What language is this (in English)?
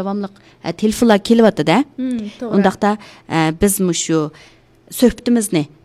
Uyghur